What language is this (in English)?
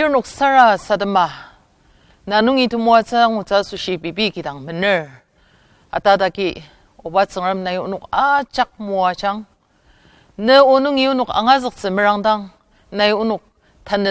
Ao Naga